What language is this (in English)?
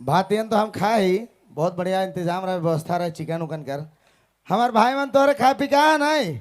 Sadri